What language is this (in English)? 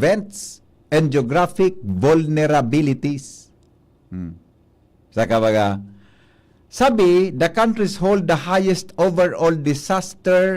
Bikol